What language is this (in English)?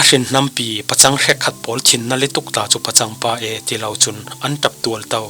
Falam Chin